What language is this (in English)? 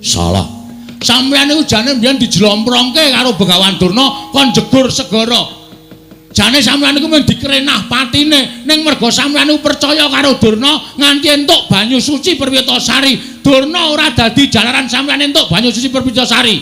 Javanese